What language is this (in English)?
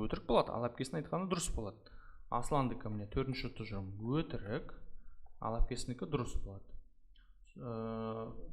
Kazakh